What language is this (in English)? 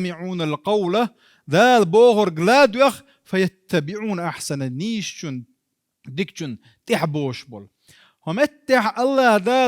Chechen